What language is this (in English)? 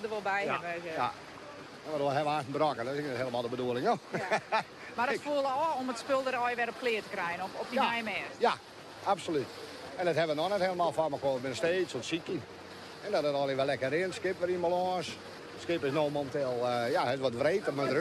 Western Frisian